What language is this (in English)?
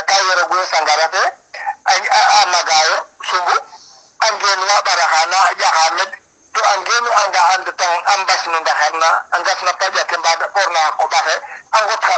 Serer